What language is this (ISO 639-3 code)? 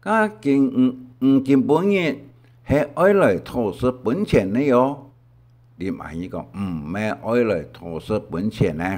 hak